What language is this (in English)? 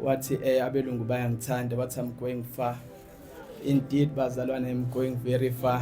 Zulu